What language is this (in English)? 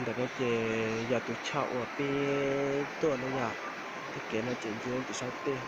Hmong